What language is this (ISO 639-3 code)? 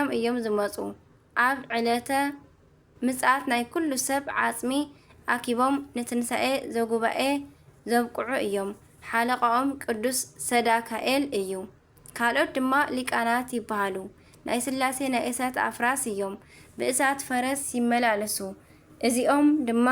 tir